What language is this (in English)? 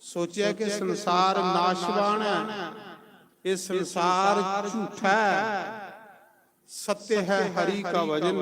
Dogri